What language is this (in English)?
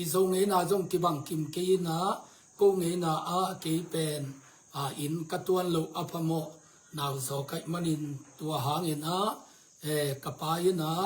Tedim Chin